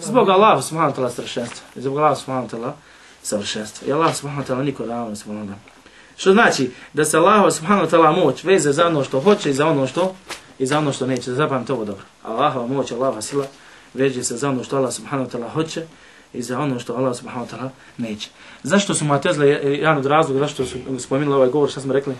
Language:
Bosnian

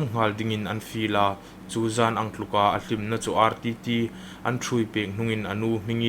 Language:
Hmar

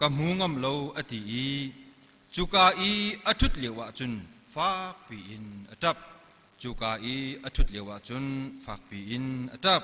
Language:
Hakha Chin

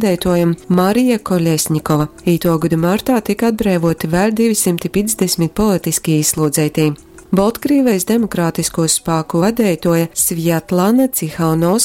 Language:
Latgalian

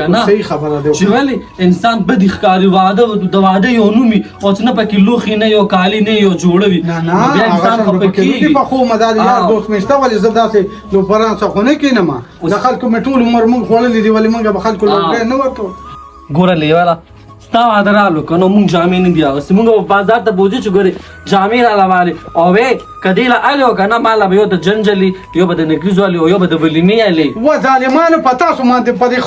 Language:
Pashto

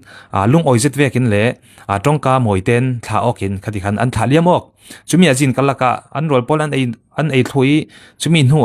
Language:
Falam Chin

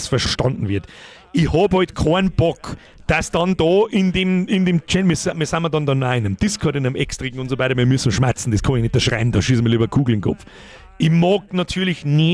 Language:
Bavarian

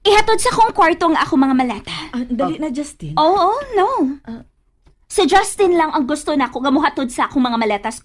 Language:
Cebuano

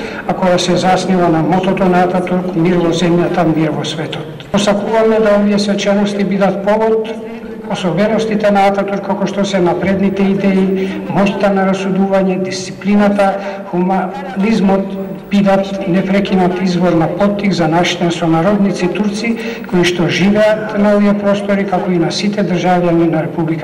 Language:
Macedonian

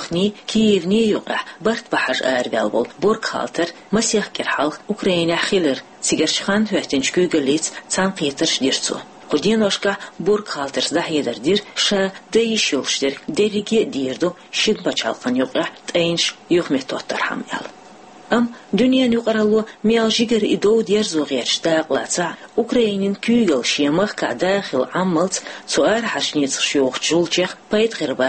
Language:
Chechen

